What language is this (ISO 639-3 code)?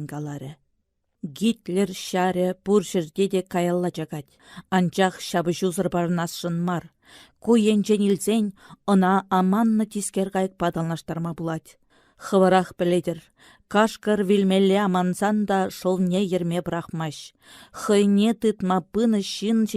chv